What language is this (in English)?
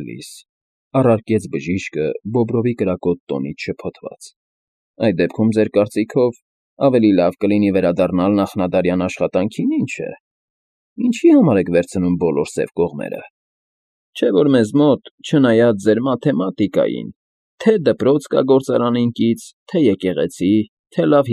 Armenian